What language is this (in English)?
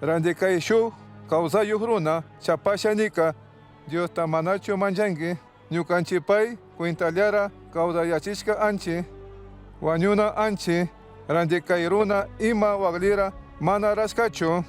Chimborazo Highland Quichua